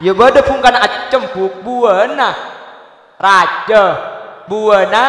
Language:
Madurese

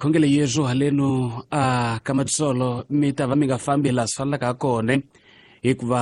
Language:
Tsonga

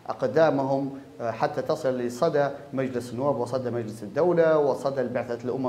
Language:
Arabic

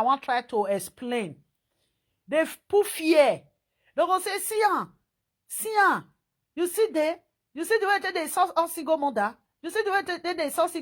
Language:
Nigerian Pidgin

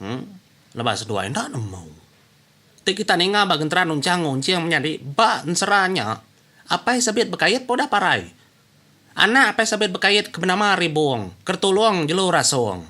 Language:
Iban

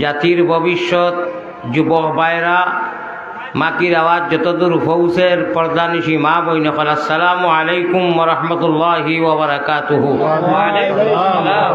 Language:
Sylheti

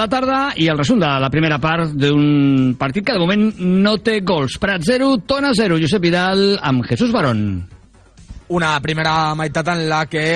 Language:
Catalan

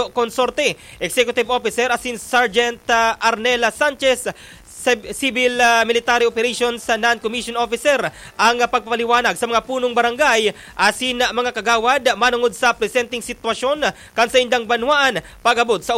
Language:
Bikol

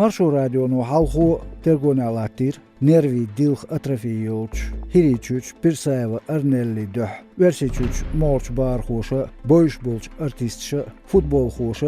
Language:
Chechen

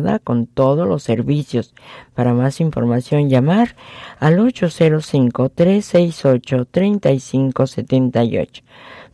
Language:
Spanish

